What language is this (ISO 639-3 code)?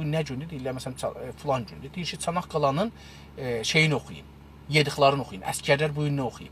azb